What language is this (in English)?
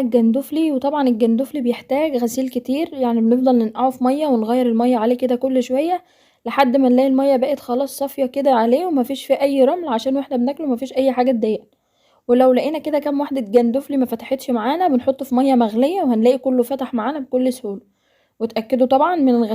Egyptian Arabic